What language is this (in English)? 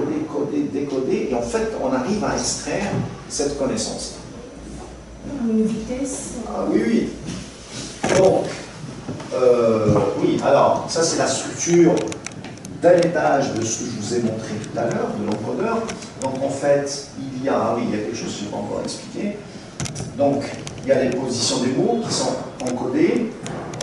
French